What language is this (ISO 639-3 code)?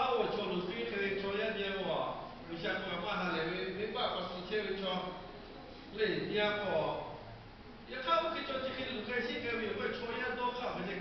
lhu